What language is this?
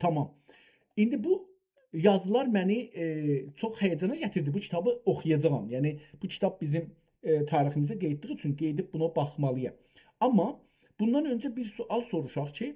South Azerbaijani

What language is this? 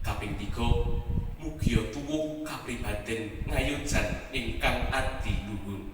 Javanese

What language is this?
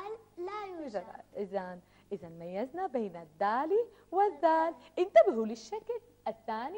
Arabic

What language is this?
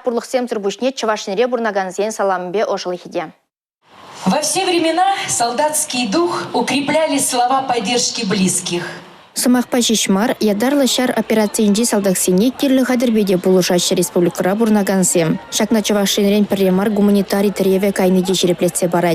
Chuvash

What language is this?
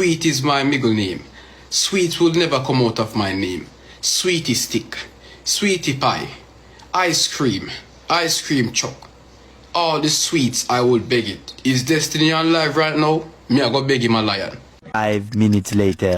Jamaican Creole English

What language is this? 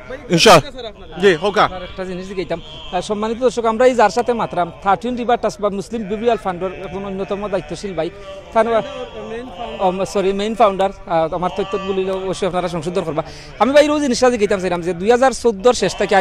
Sylheti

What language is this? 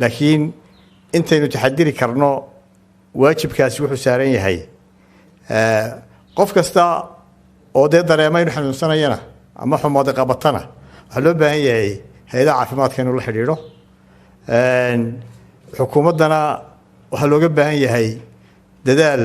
Somali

